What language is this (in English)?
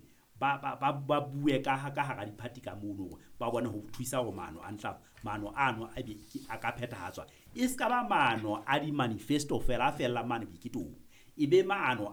Southern Sotho